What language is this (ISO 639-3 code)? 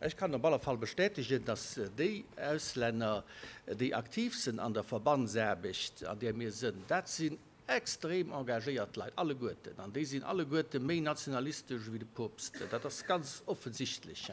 ltz